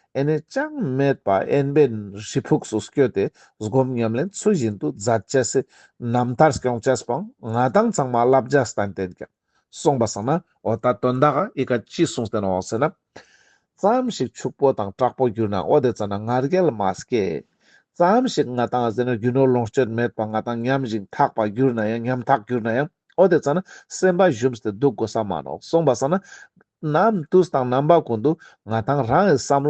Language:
Ladakhi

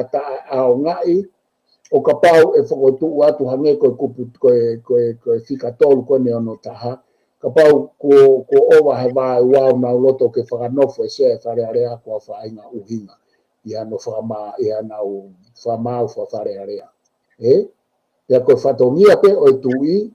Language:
Tongan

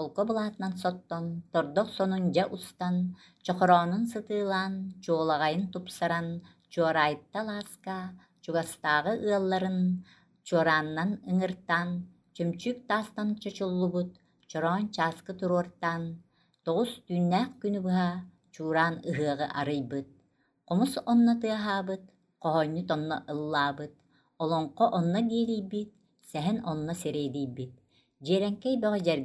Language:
Yakut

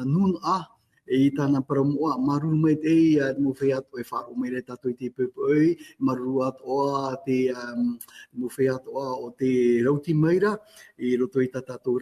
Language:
Tahitian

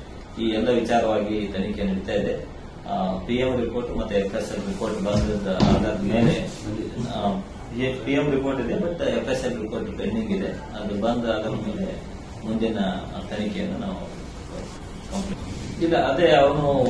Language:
Kannada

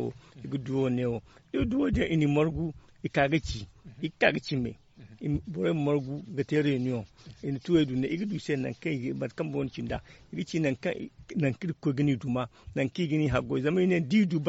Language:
Zarma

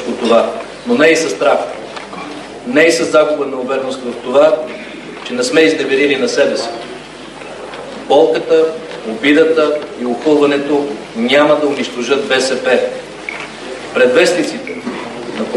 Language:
Bulgarian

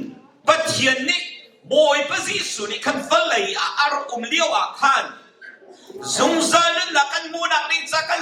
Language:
Hakha Chin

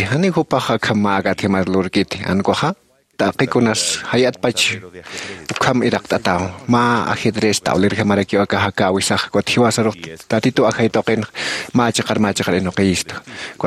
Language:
Aymara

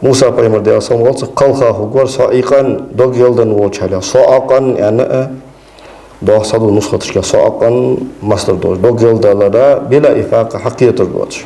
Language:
Ingush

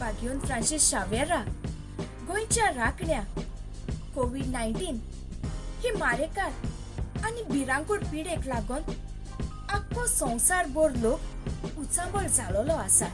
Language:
Konkani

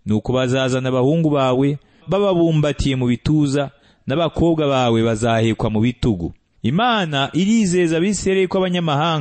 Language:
Kinyarwanda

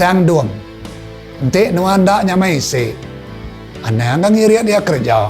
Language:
Iban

